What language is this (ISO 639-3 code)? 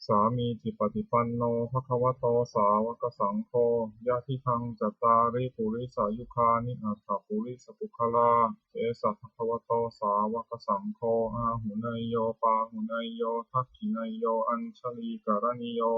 pli